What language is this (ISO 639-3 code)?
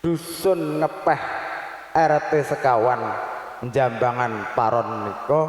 jav